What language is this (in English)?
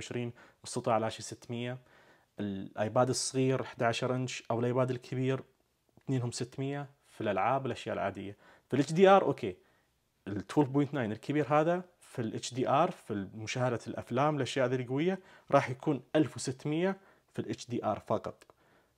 Najdi Arabic